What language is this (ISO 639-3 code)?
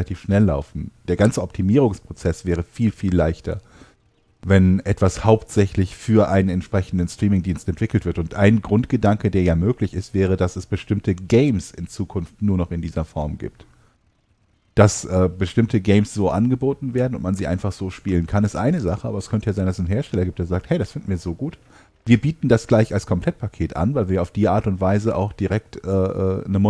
deu